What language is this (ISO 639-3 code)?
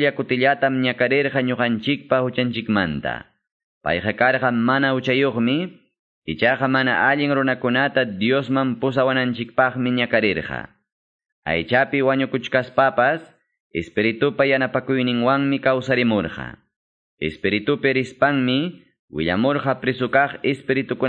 que